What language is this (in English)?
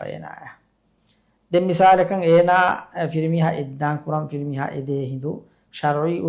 Divehi